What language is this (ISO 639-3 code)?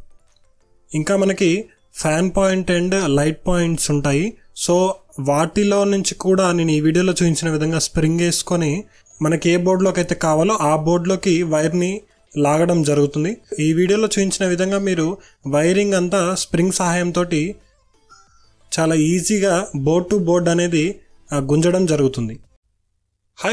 tel